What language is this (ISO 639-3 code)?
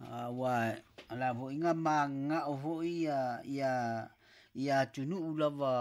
smo